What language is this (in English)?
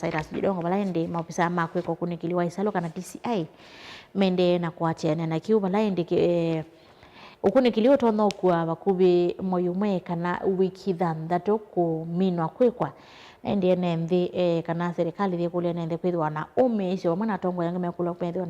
Kamba